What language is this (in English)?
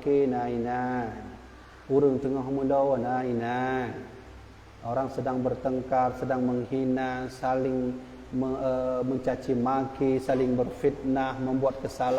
Achinese